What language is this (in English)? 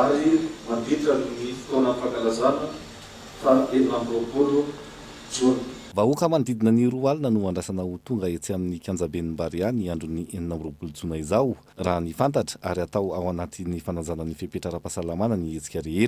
Malagasy